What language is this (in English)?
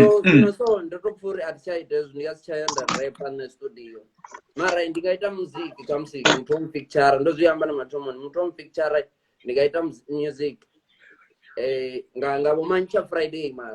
Venda